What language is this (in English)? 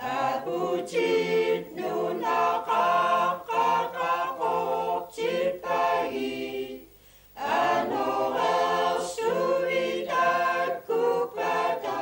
Kalaallisut